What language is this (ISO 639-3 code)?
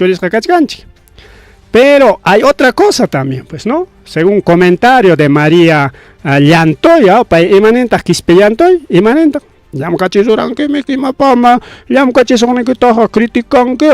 quy